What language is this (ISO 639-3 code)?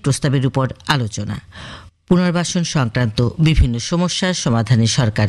ben